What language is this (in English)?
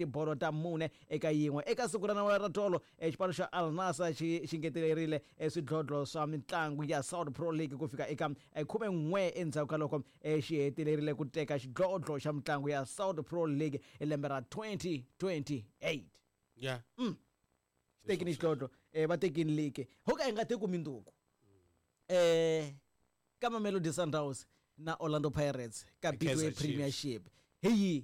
Tsonga